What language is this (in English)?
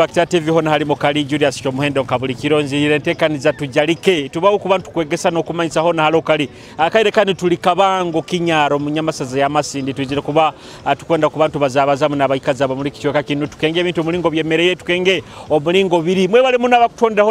Nyoro